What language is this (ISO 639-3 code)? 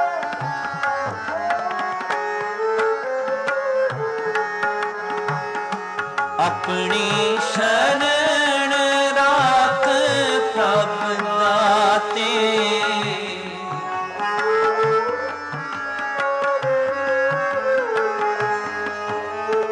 pan